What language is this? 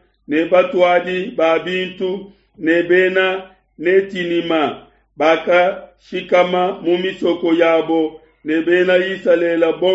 Luba-Lulua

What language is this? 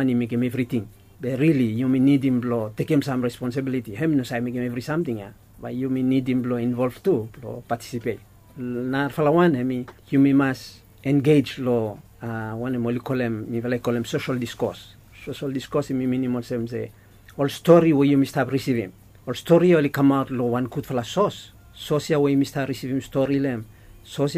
Bislama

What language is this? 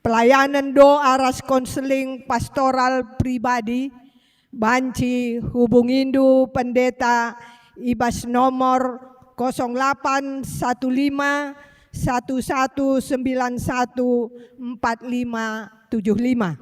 Batak Karo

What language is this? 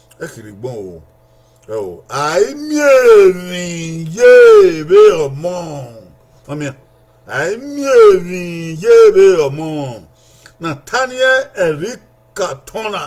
Bini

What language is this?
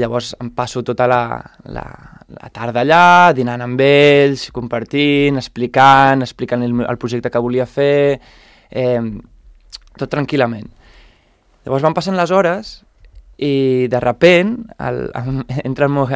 Catalan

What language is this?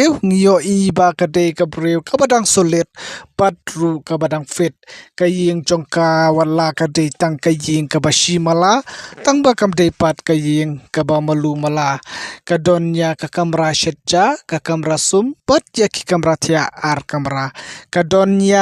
Khasi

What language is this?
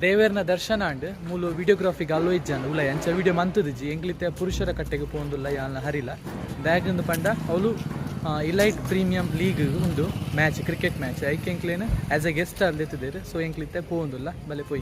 Tulu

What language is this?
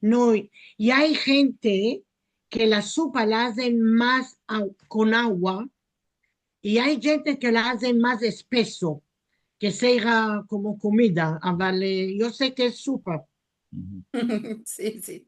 Ladino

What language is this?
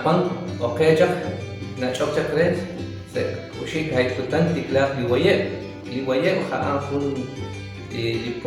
Kekchí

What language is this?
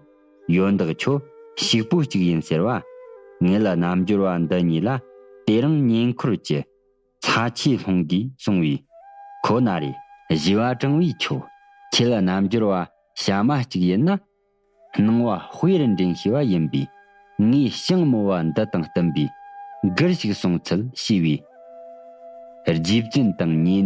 Tibetan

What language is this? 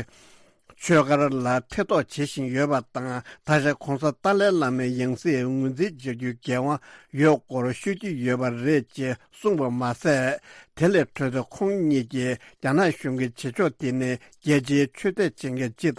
Tibetan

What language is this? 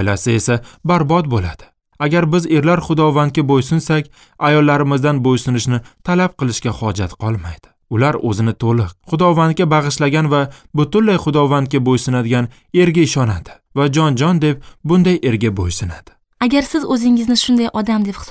Uzbek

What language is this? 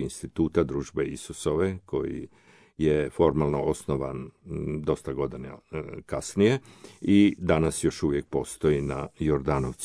Croatian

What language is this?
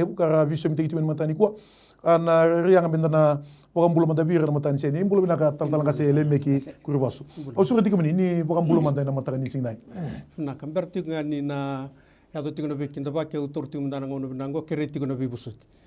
Fijian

